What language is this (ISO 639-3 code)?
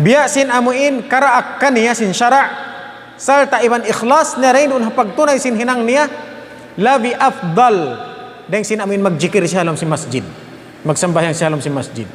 tsg